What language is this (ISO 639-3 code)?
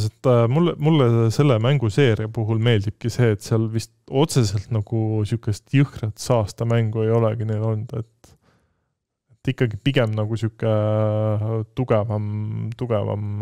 est